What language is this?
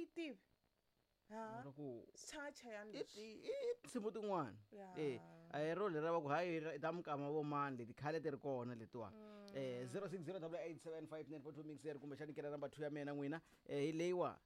Tsonga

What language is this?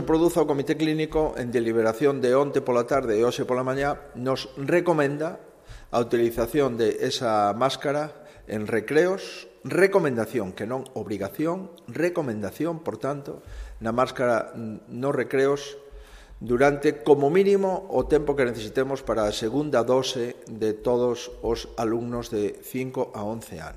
Galician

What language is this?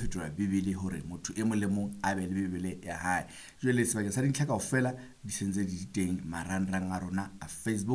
Southern Sotho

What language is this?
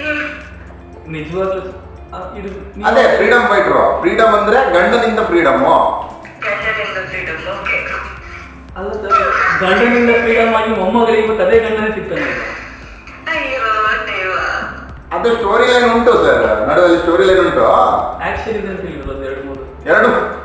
Tulu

